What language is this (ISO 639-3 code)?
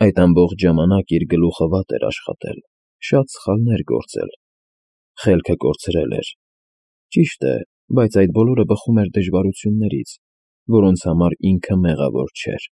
hye